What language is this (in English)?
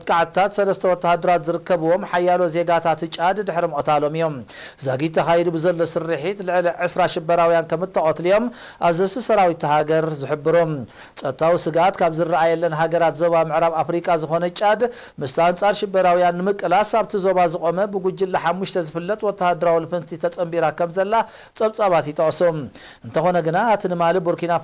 Tigrinya